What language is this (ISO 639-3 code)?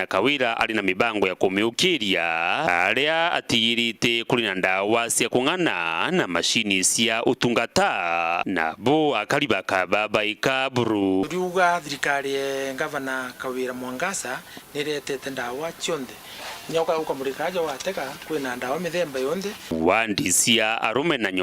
mer